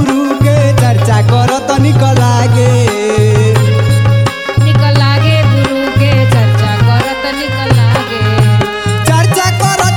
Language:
Bhojpuri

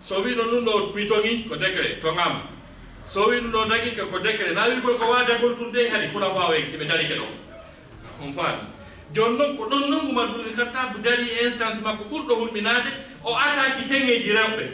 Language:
Fula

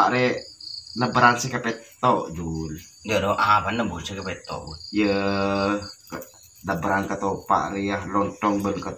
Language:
Madurese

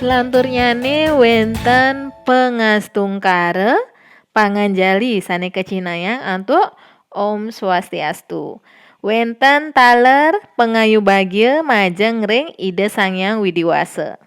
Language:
Balinese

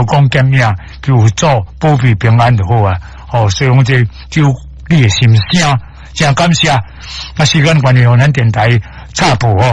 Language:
Min Nan Chinese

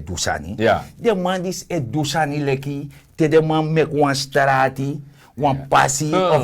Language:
Sranan Tongo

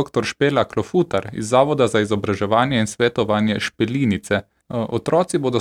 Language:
Slovenian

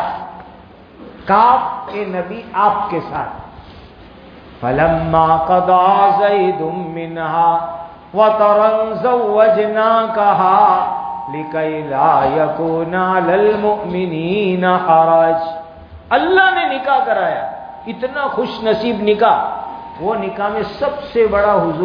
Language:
Urdu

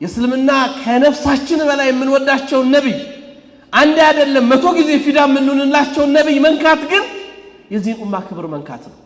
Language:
Amharic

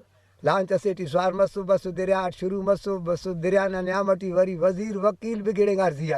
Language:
Brahui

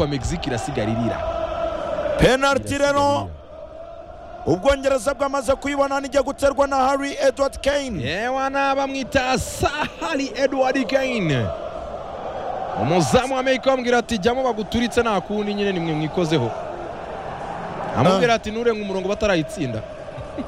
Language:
Kinyarwanda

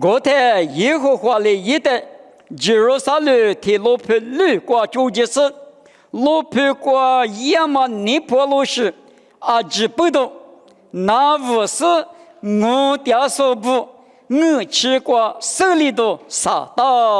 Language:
Lisu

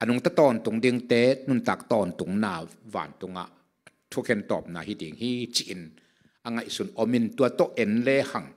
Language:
Tedim Chin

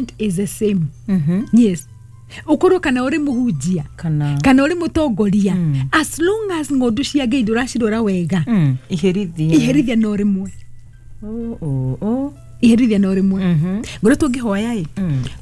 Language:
Kikuyu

